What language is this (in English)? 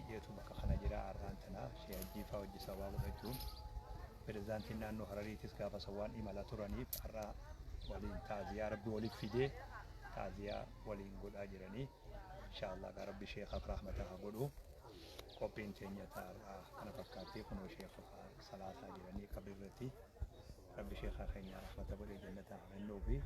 Oromo